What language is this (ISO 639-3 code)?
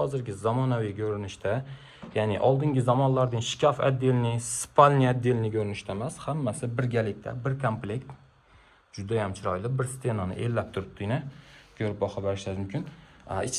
uzb